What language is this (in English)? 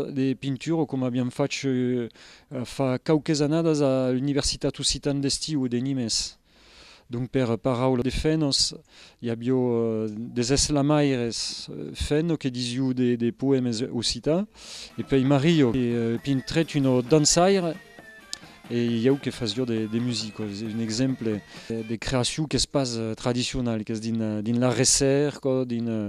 Occitan